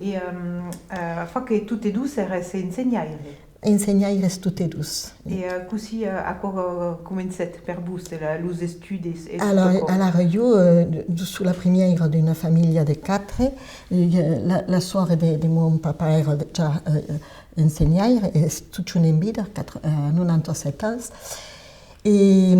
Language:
Occitan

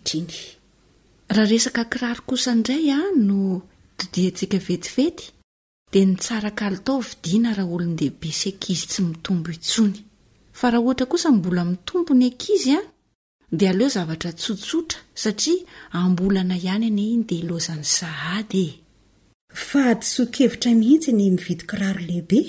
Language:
Malagasy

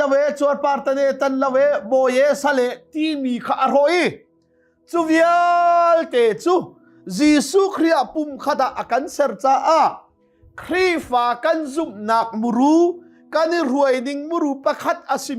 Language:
Hakha Chin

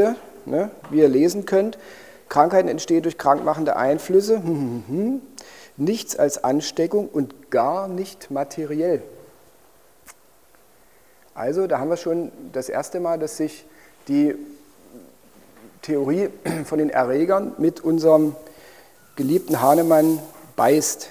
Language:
German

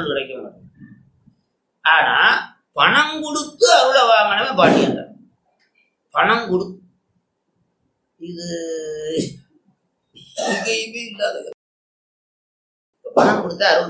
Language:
Tamil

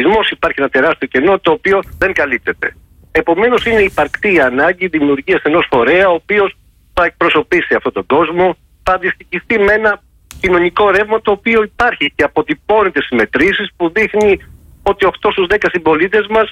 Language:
Greek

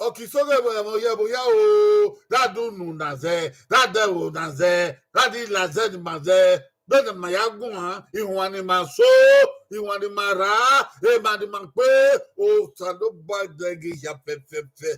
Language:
Bini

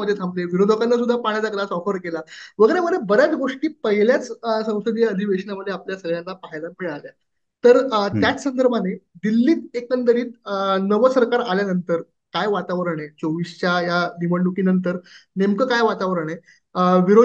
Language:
Marathi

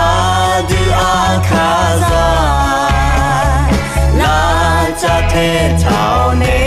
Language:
Akha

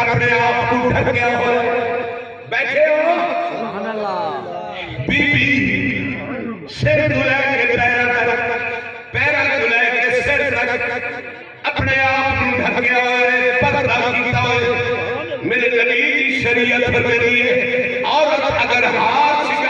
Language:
Saraiki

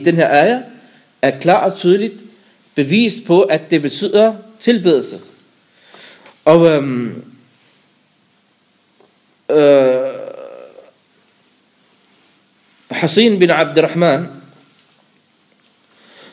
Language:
Danish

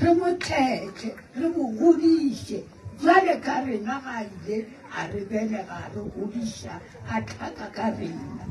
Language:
Northern Sotho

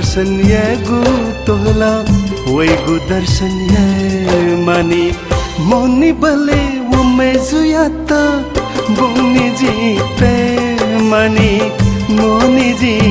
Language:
Newari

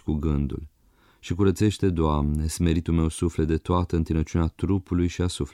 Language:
Romanian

